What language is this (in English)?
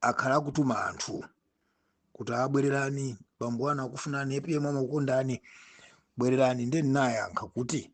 Nyanja